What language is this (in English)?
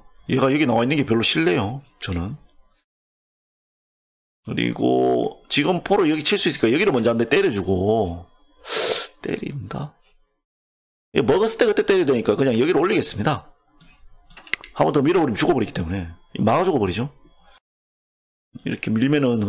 Korean